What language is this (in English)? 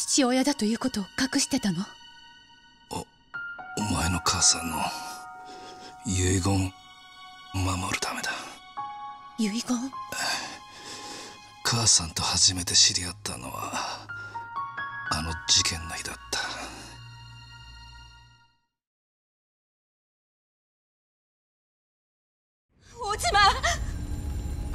Japanese